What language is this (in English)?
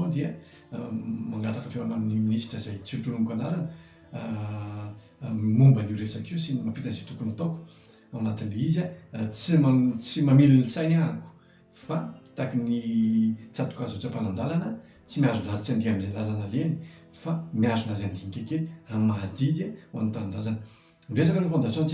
Malagasy